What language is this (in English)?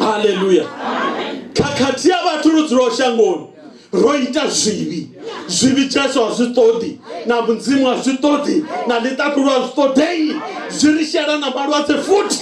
Venda